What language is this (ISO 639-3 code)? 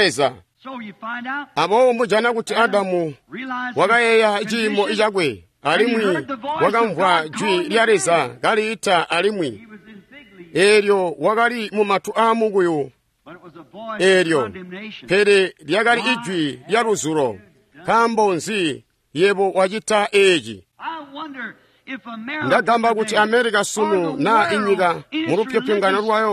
toi